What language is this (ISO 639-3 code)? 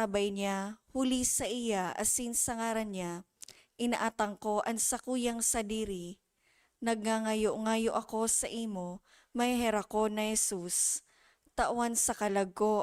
bik